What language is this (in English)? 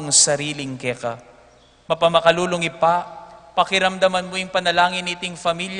Pampanga